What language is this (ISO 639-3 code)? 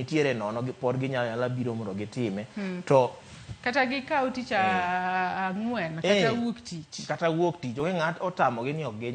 luo